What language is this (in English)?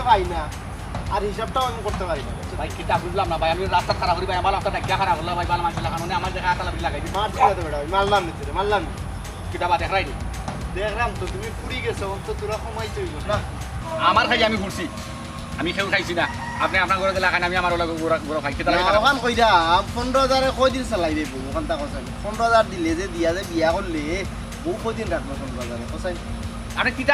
Sylheti